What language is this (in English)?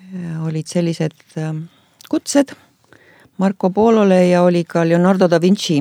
Estonian